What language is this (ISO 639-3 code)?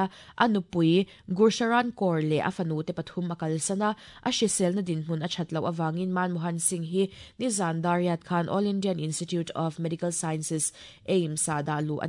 lus